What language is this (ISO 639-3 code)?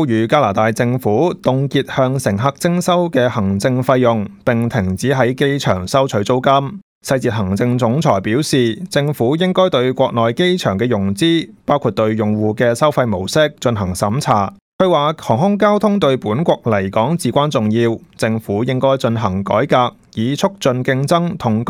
yue